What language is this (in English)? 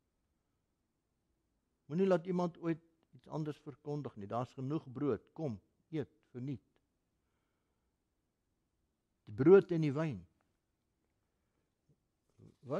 Afrikaans